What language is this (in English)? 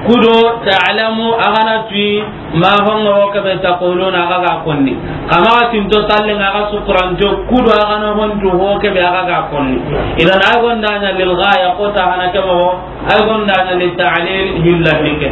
Soninke